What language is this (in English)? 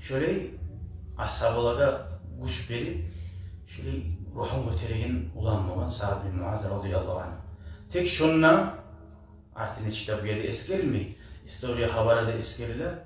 Kumyk